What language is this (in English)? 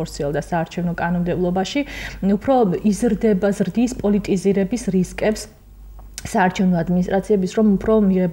Georgian